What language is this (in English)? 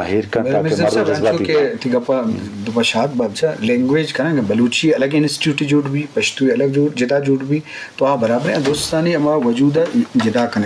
Eastern Balochi